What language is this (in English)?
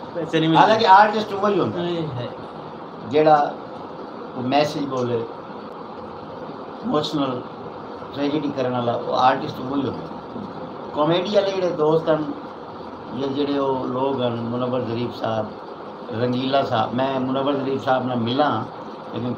Saraiki